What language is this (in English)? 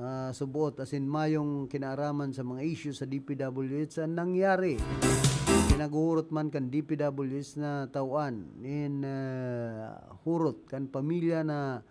Bikol